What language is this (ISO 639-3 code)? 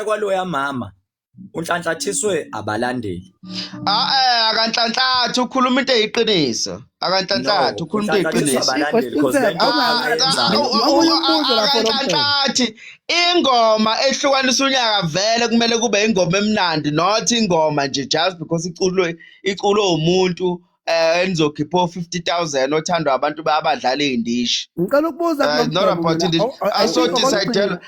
zul